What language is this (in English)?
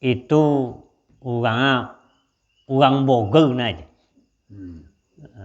Minangkabau